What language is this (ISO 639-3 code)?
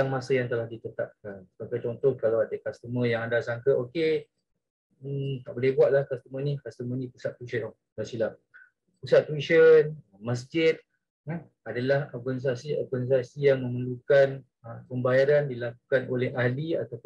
msa